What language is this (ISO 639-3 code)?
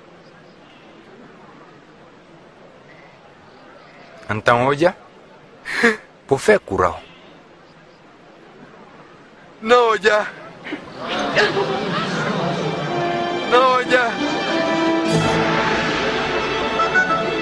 por